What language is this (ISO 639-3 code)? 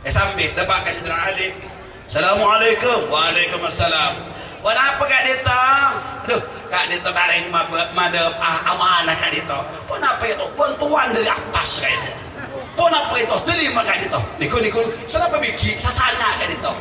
mad